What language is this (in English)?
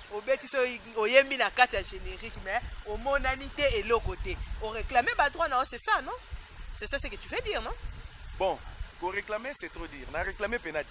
Lingala